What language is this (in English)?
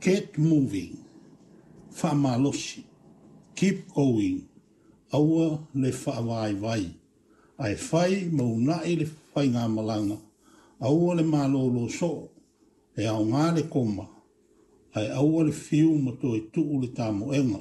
Samoan